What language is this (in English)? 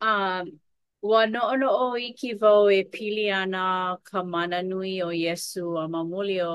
Hawaiian